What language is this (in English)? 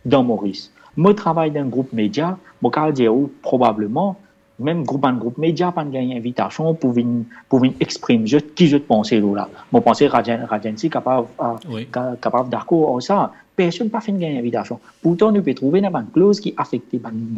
Morisyen